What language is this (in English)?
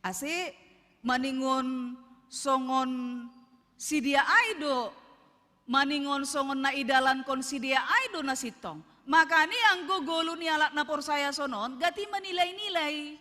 Batak Simalungun